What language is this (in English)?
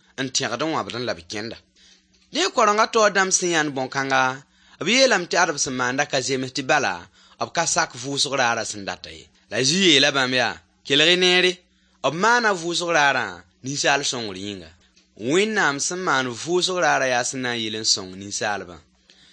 Mossi